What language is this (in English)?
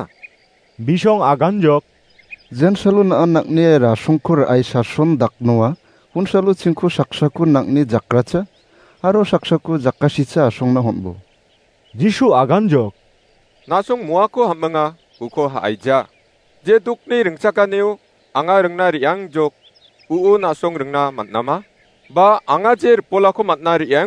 Garo